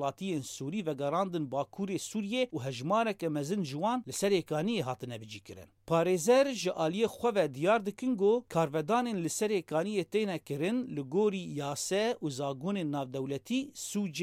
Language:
Kurdish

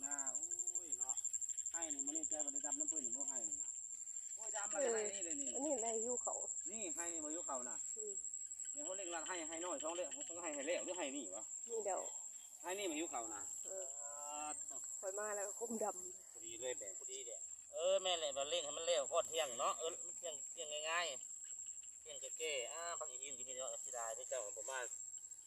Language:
Lao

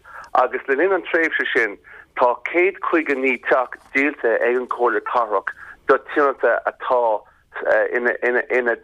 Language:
Irish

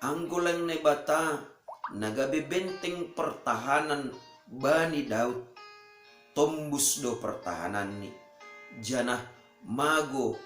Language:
Batak Simalungun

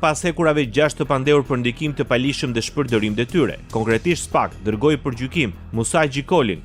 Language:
Albanian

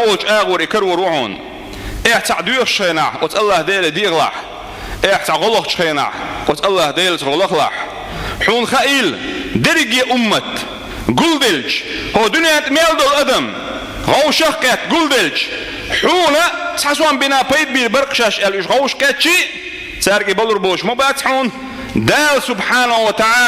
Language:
Chechen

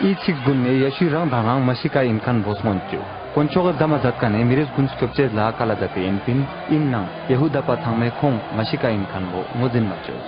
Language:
Ladakhi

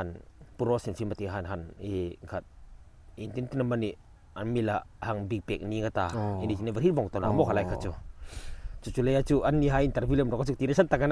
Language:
Hmar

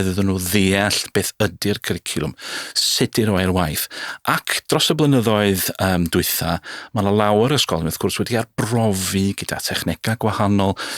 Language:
Welsh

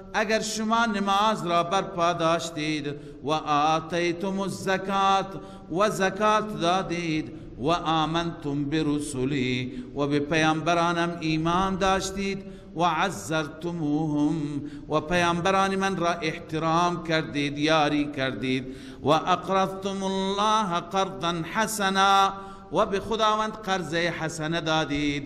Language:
Persian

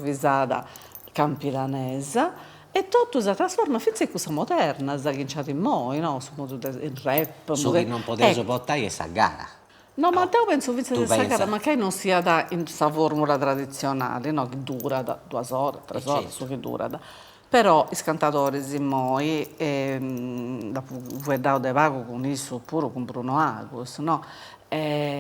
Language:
Sardinian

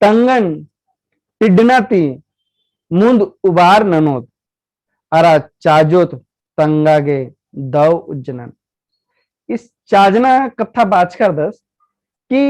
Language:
Kurukh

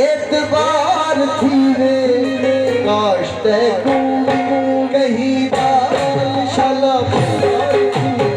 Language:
Saraiki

